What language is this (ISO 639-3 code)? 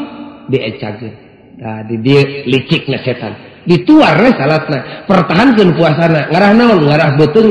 sun